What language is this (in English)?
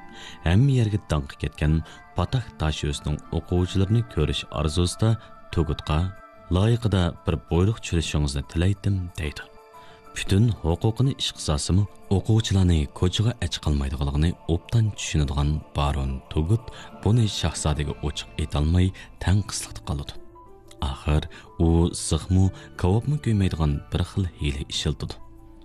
Uyghur